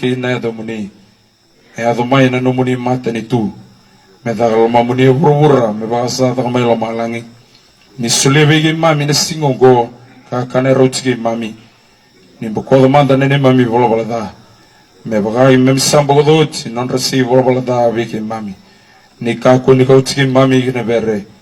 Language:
Fijian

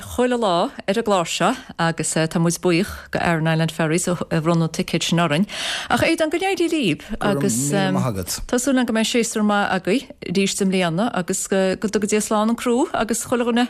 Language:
Irish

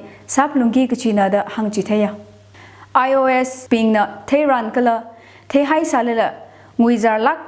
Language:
Tangkhul Naga (India)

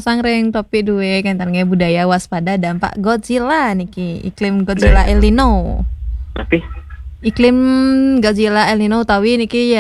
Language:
Balinese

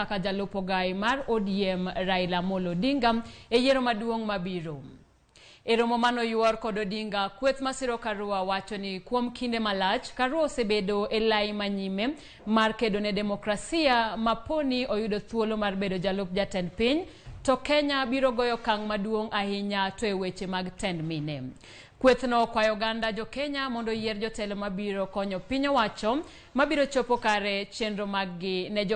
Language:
Luo (Kenya and Tanzania)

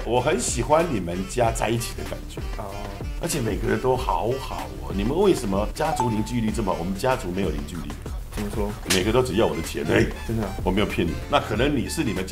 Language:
Chinese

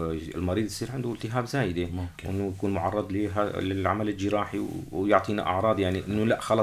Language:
North Levantine Arabic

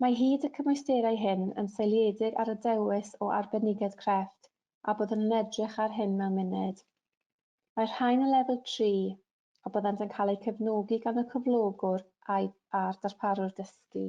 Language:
Welsh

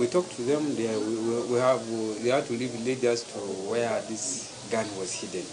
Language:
Nyankole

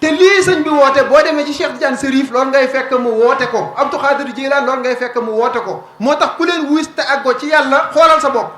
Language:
Wolof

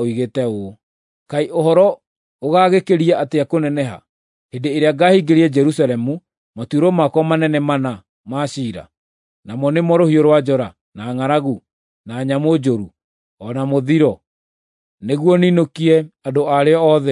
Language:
Kikuyu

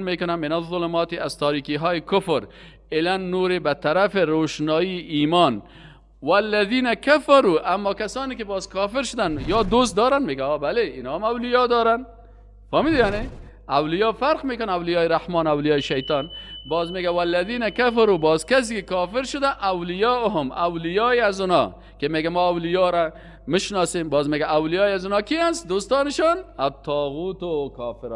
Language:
Persian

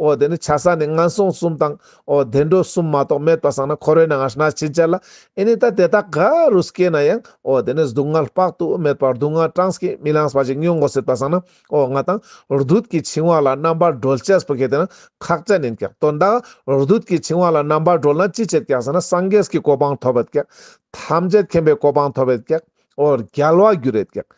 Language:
Ladakhi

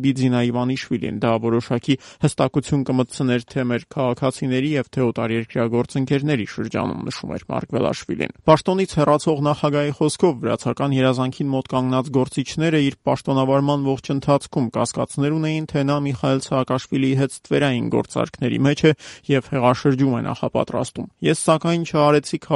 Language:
Armenian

